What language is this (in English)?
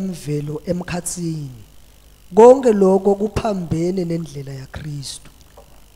Swati